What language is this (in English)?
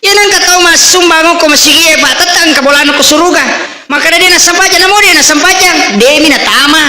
Buginese